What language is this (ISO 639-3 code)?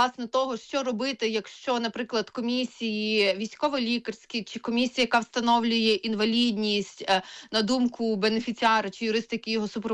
ukr